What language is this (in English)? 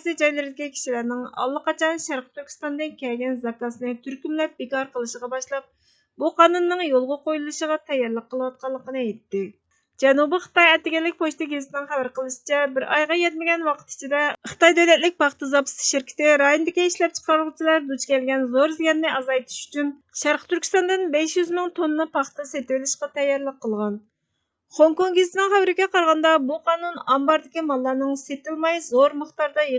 Uyghur